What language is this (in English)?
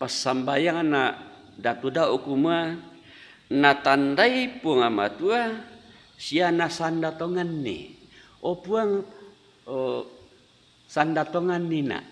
Toraja-Sa'dan